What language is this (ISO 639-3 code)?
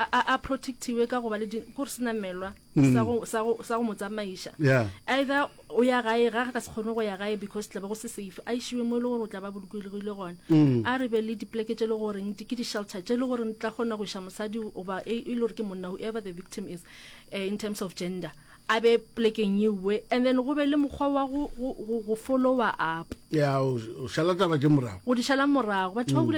nso